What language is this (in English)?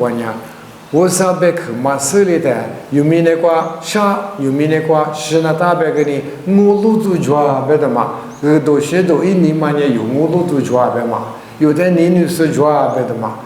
Lisu